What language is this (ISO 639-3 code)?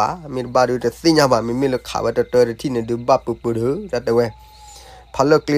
ksw